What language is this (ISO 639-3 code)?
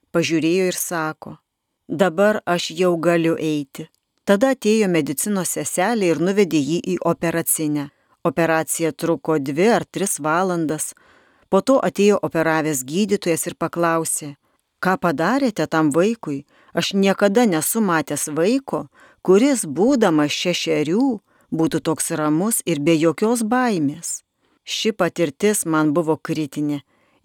lit